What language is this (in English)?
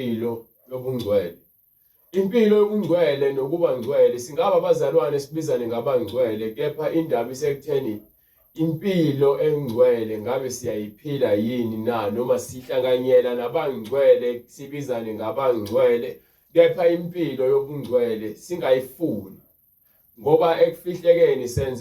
Zulu